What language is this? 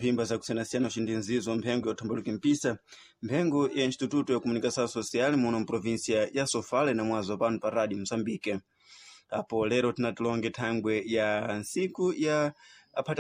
Sena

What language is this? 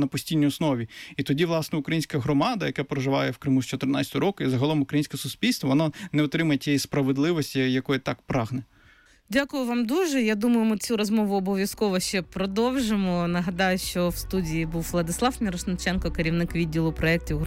Ukrainian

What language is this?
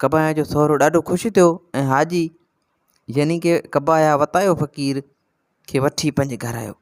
Sindhi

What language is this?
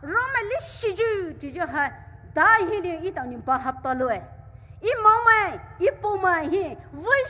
Poumei Naga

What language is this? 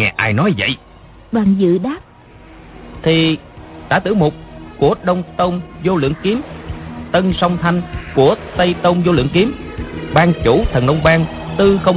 Vietnamese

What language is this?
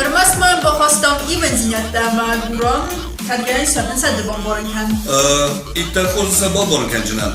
Ossetic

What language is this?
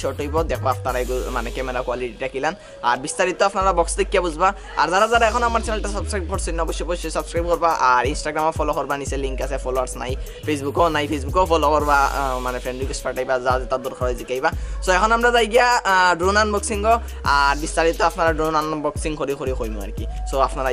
Sylheti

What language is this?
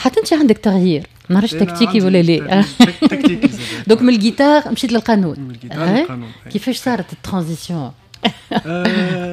Tunisian Arabic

